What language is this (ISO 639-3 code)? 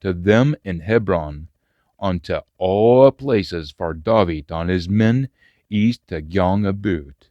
sco